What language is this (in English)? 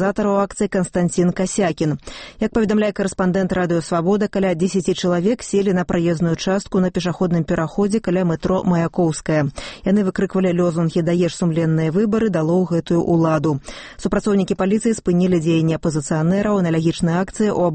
Belarusian